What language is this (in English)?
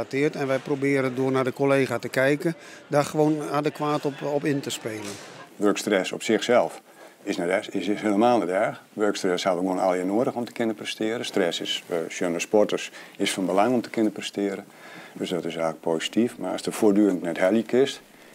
Western Frisian